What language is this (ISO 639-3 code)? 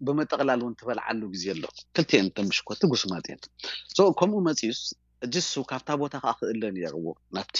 tir